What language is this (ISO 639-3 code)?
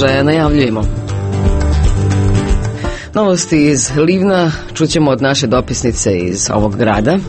hrv